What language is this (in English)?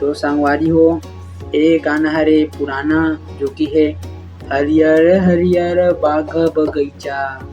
Chhattisgarhi